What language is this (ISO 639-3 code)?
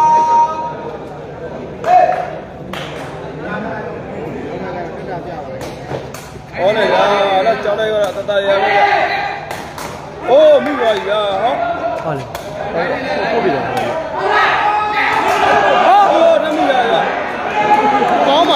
mya